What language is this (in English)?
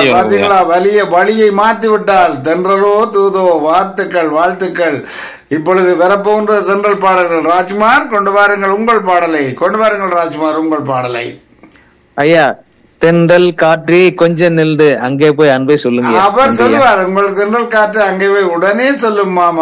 Tamil